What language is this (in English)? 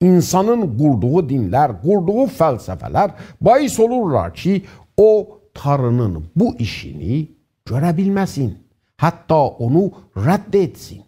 South Azerbaijani